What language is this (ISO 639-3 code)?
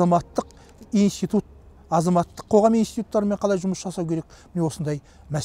kaz